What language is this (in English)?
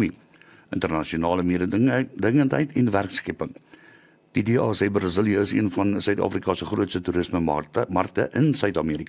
Afrikaans